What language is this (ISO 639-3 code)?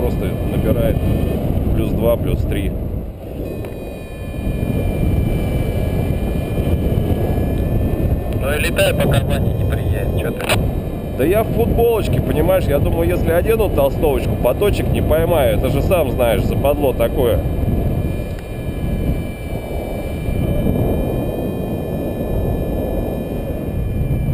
rus